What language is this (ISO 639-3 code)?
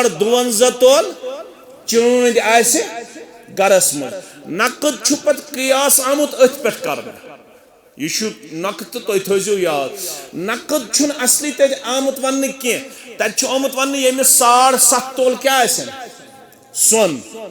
kas